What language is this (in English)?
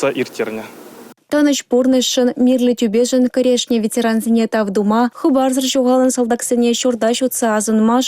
Chuvash